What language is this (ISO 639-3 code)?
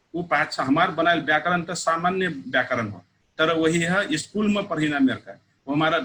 thl